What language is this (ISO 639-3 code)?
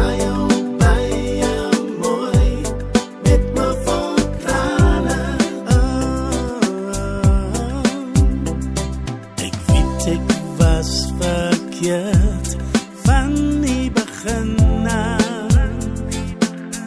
afr